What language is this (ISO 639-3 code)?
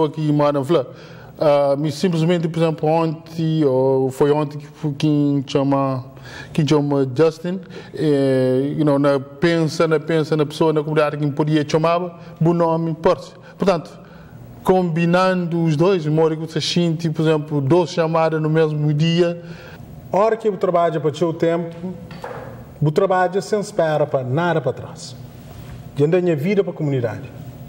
kea